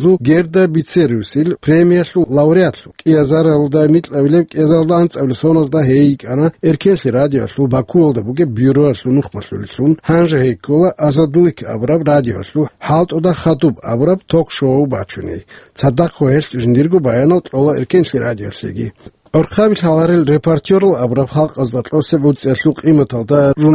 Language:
Avaric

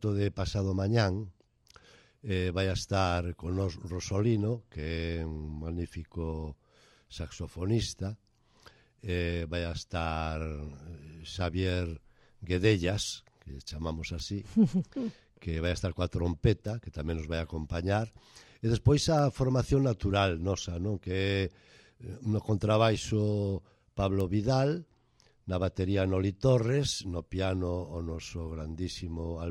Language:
Galician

